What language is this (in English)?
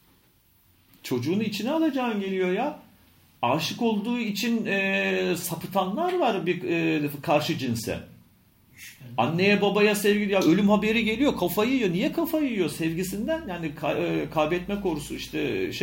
Turkish